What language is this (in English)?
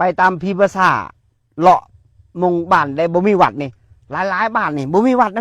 Northeastern Thai